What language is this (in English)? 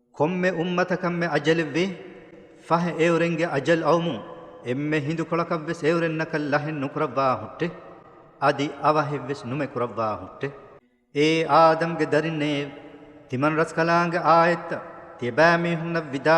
Divehi